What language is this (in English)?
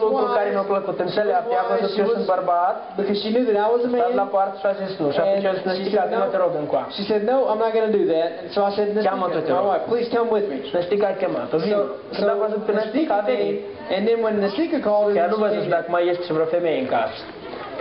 Romanian